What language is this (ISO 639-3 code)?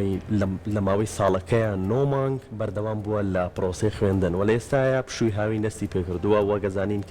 ckb